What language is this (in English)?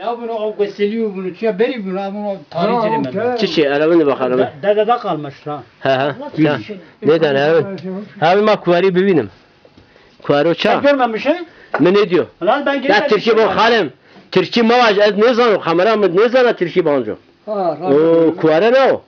Zaza